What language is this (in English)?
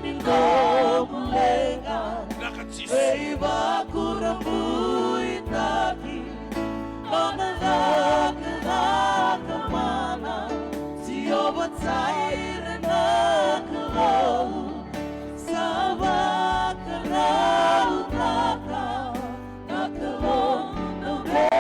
Fijian